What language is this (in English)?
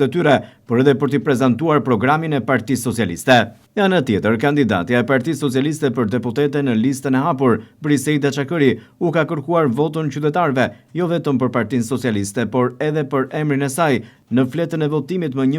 Albanian